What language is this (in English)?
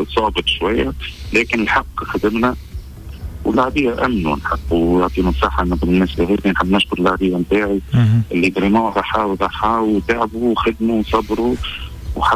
Tunisian Arabic